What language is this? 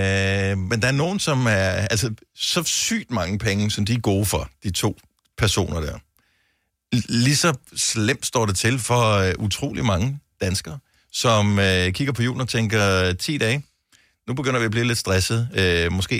Danish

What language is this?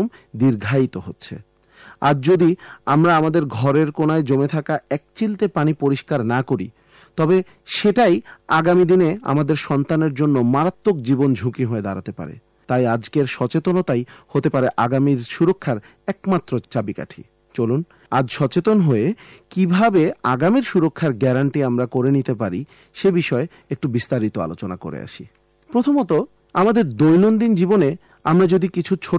Bangla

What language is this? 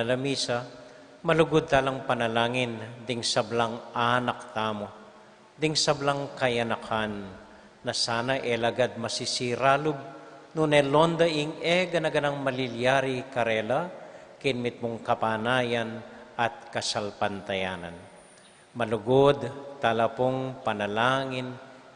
Pampanga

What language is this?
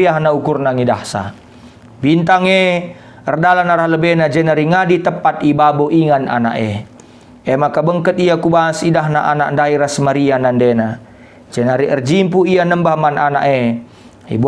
Batak Karo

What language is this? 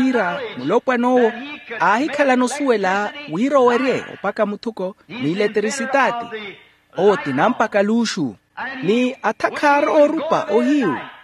Makhuwa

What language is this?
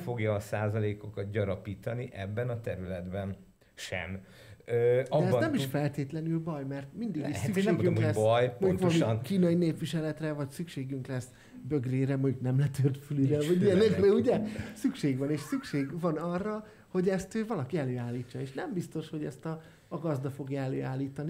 Hungarian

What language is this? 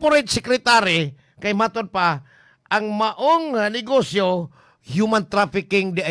Cebuano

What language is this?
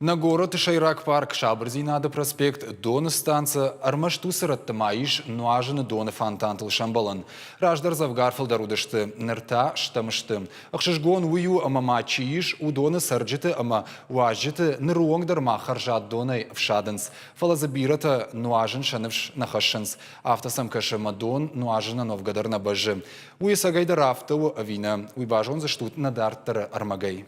Ossetic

